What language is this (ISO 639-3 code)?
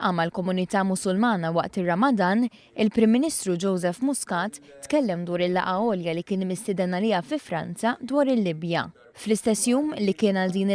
mlt